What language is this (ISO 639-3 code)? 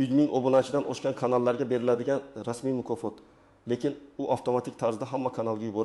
uzb